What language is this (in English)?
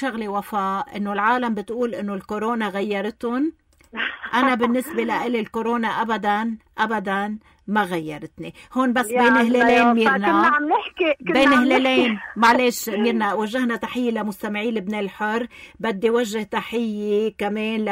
North Levantine Arabic